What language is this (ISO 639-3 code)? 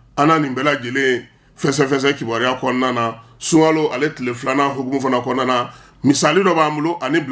bam